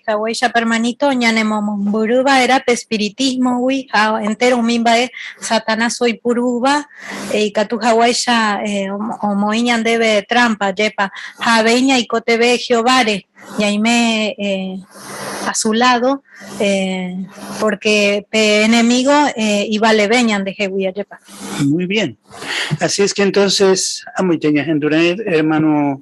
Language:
Guarani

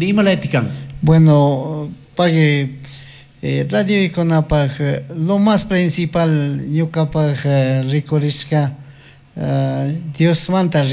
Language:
Chimborazo Highland Quichua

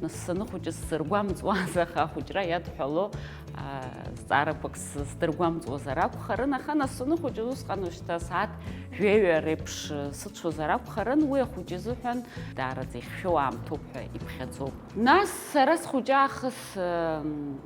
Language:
Abkhazian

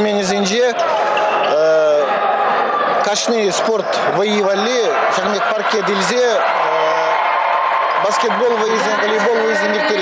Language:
Chuvash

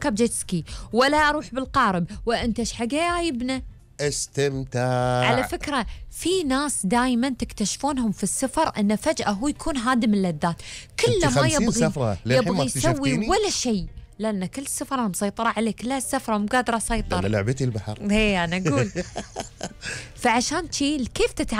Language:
Gulf Arabic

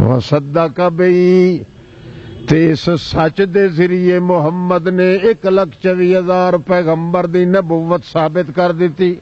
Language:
Western Panjabi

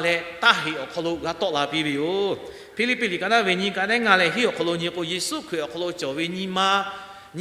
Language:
Lahu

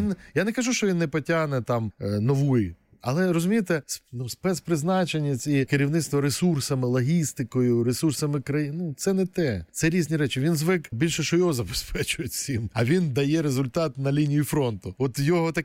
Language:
Ukrainian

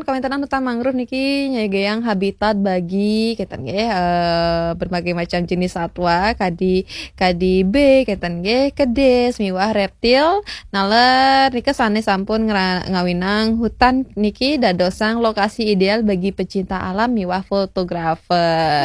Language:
Balinese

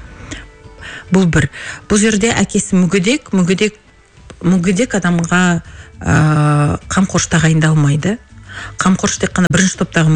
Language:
Kazakh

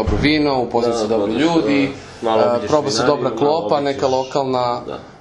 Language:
Serbian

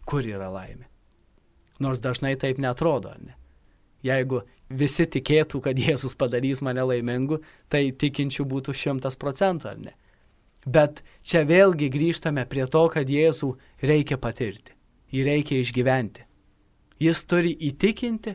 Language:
Lithuanian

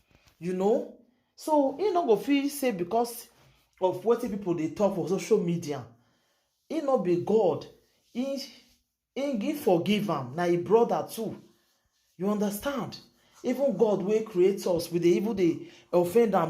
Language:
Nigerian Pidgin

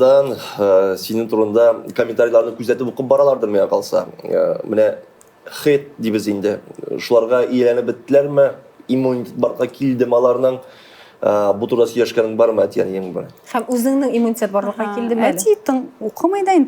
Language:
Tatar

